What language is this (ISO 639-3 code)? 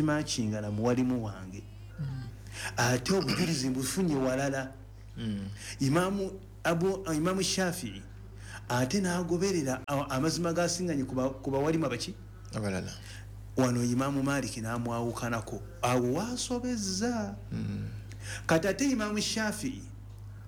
lug